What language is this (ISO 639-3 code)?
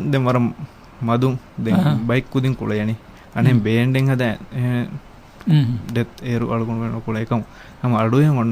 div